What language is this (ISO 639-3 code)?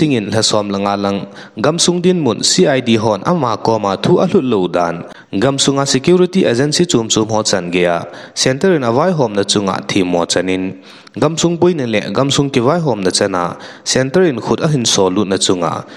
tcz